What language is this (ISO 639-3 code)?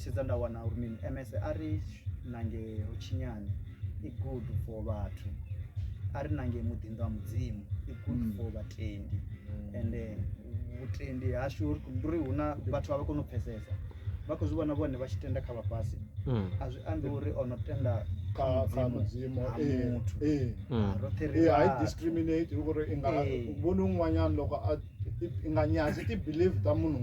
ven